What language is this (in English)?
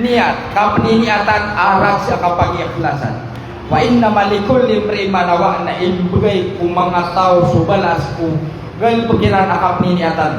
Maranao